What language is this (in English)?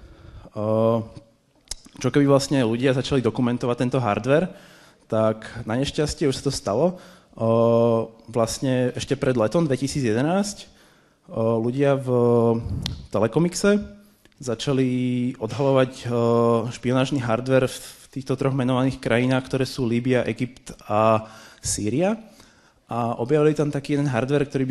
Slovak